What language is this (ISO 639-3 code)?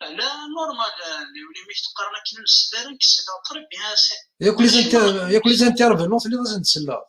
kab